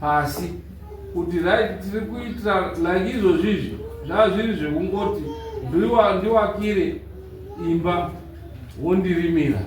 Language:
Shona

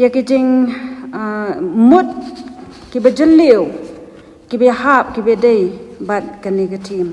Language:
Khasi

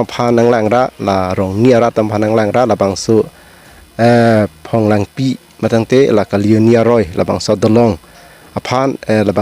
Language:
Karbi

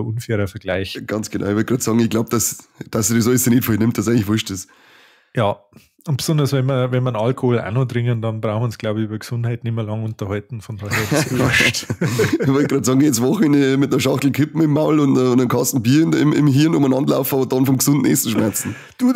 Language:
Bavarian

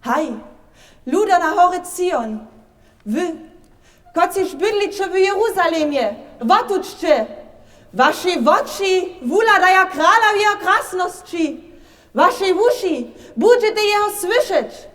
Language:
Upper Sorbian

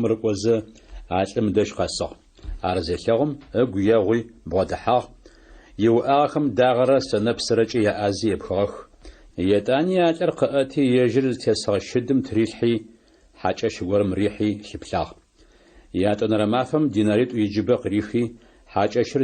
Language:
Adyghe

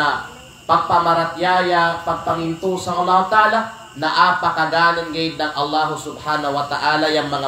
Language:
Kalagan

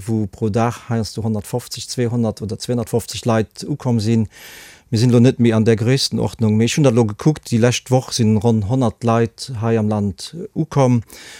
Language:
Luxembourgish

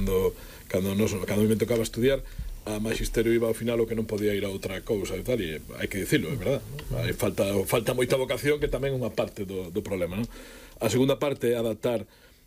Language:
Galician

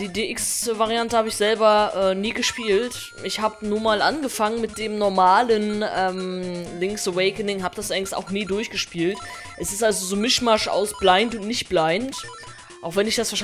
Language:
German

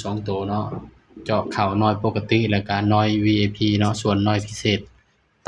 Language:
Northeastern Thai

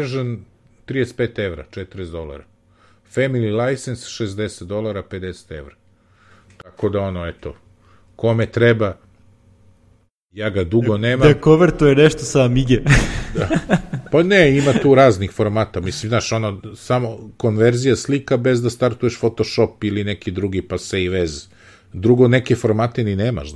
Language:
Serbian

